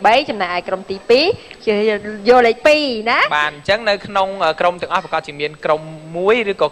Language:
Khmer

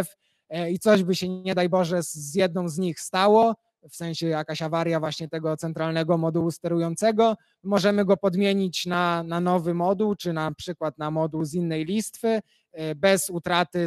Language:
Polish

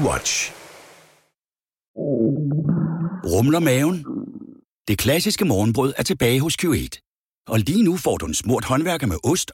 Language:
Danish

